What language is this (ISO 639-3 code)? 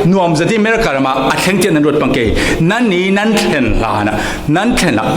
cfm